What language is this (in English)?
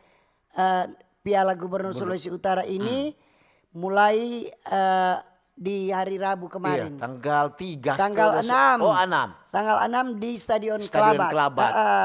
Manado Malay